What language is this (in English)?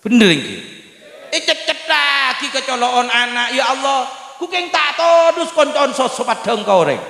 Madurese